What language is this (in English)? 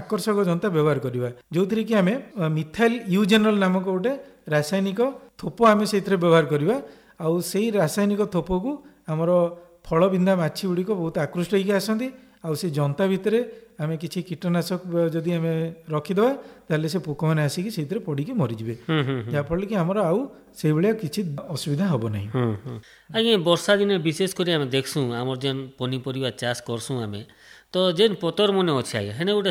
Odia